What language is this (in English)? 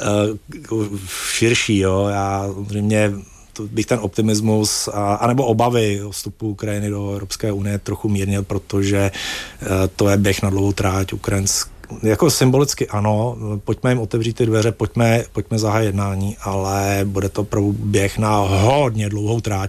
Czech